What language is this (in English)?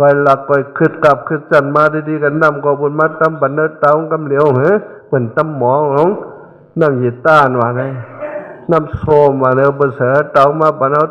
Shan